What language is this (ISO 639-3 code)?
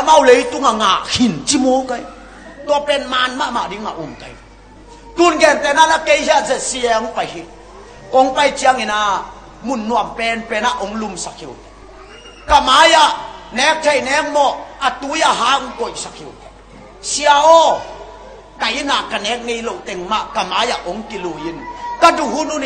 ctd